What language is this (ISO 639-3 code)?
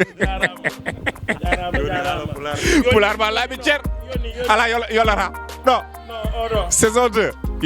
ful